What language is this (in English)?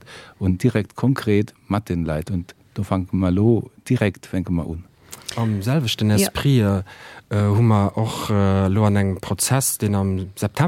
Luxembourgish